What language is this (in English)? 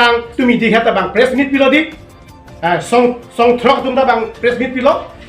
Karbi